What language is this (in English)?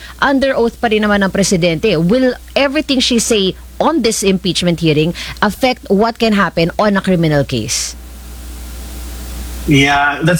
Filipino